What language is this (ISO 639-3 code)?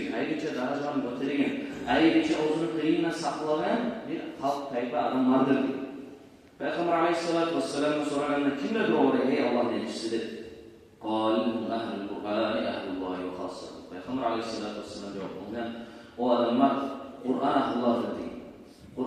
kum